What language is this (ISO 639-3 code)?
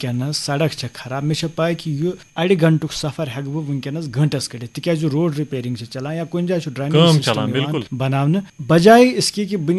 kas